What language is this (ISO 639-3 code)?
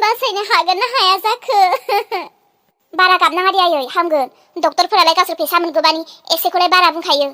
brx